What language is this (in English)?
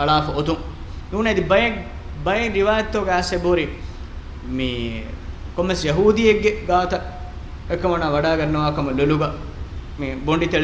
Divehi